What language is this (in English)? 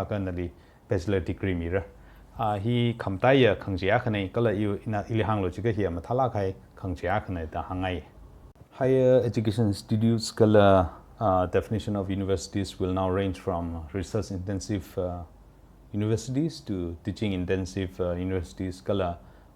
Tangkhul Naga (India)